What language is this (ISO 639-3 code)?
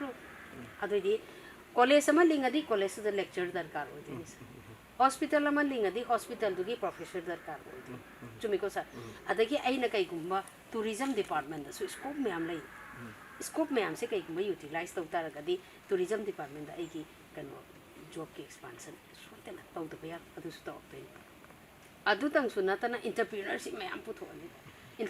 mni